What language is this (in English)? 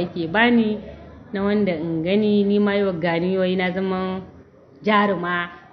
Hausa